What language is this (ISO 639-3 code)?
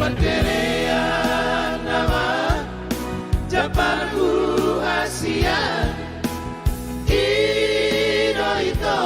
bbc